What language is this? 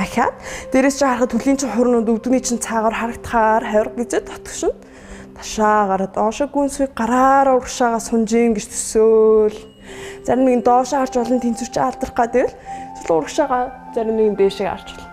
Mongolian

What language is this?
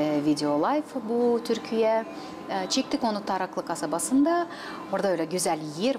Gagauz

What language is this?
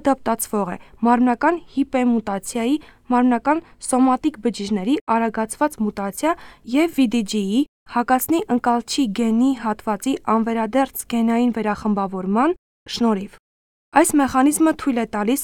Armenian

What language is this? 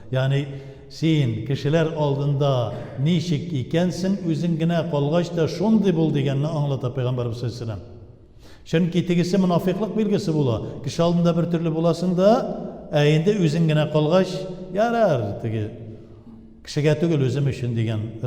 Tatar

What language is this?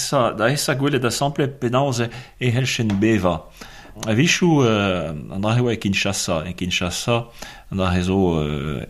Breton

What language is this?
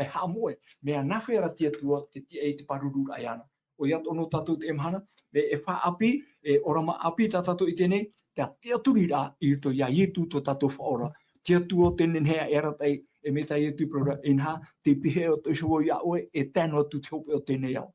Tahitian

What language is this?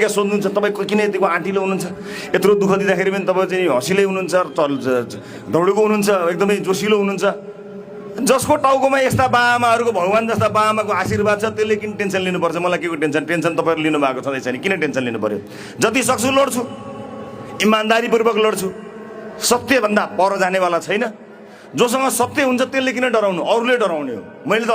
Nepali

